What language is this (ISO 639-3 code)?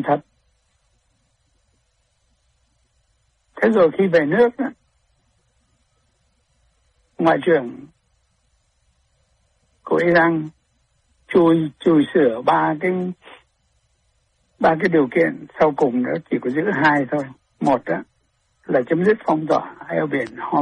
vie